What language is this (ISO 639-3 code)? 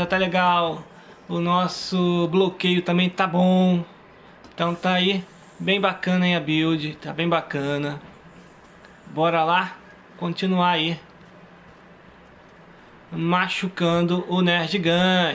por